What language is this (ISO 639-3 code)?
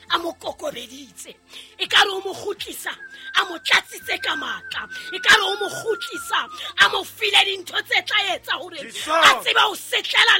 sot